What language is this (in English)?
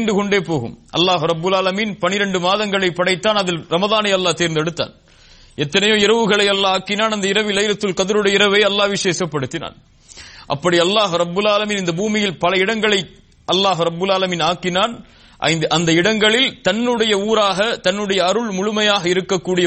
Tamil